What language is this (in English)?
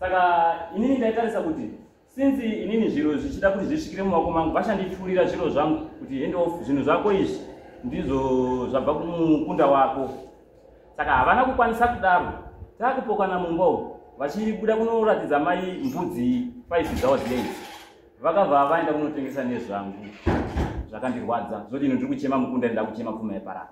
Shona